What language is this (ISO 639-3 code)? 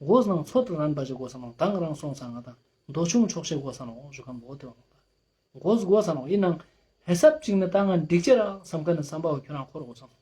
lbj